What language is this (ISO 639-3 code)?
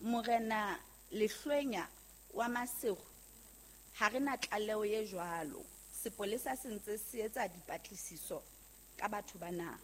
sot